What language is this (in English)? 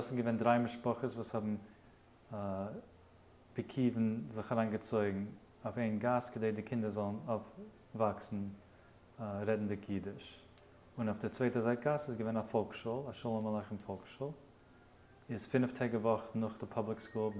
Yiddish